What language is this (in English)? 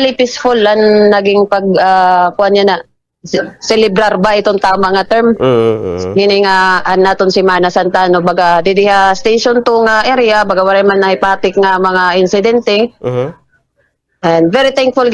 Waray